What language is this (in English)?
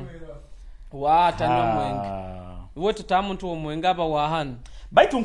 Nyoro